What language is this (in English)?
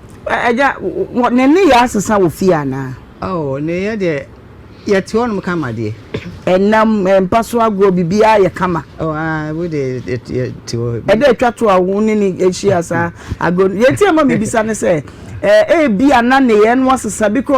Akan